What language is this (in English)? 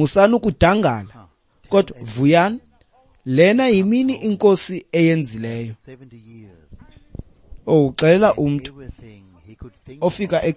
Xhosa